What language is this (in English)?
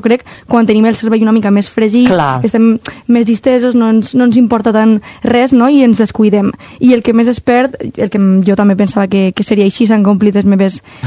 Catalan